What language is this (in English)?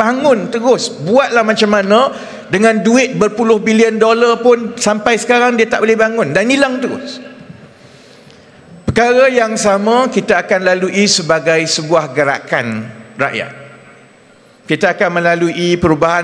Malay